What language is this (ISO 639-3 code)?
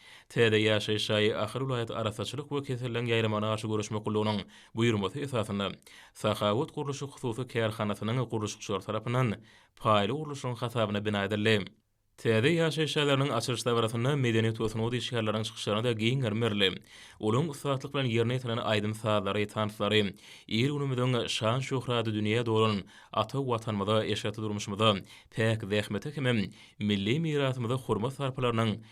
tuk